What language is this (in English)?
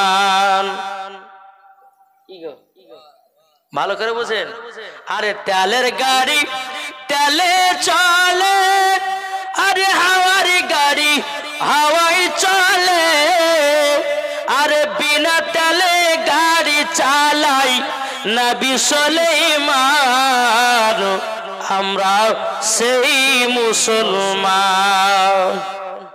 Bangla